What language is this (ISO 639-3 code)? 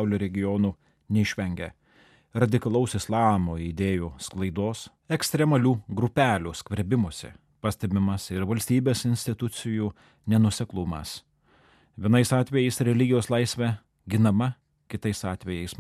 lit